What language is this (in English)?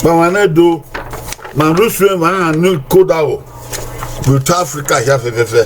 Bini